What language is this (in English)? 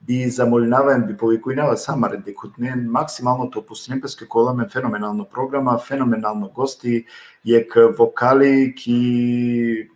Balkan Romani